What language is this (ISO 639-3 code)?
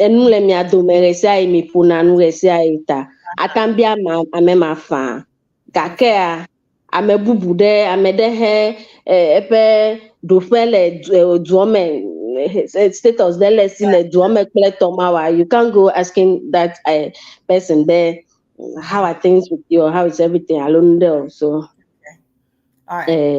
ewe